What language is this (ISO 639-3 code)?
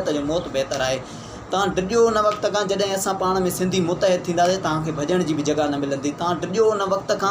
snd